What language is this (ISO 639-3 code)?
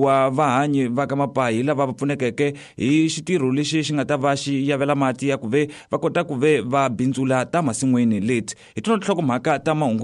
tso